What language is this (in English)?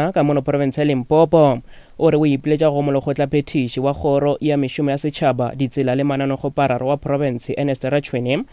Northern Sotho